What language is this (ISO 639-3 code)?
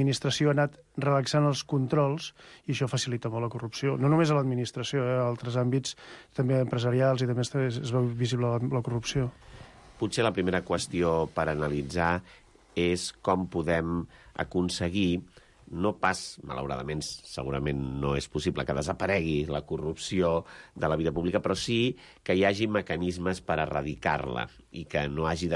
cat